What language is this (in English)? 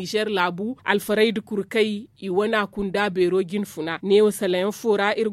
Zarma